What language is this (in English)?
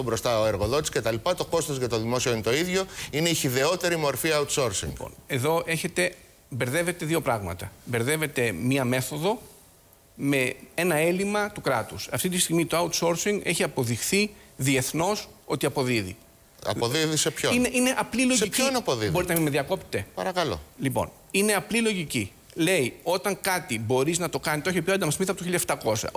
Greek